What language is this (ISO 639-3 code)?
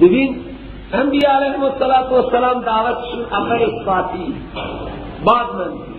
fas